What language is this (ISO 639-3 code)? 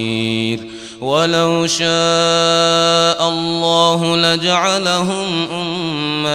ara